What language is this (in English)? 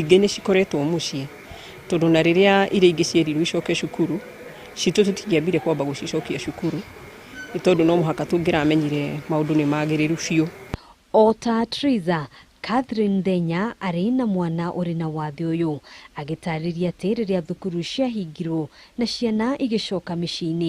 Kikuyu